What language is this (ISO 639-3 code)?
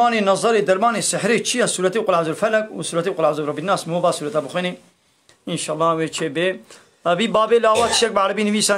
kur